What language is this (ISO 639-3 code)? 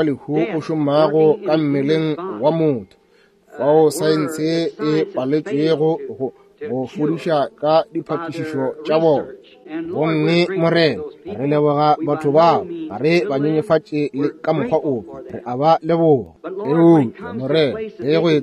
nso